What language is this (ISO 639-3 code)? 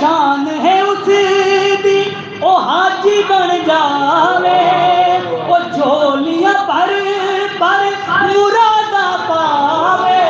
skr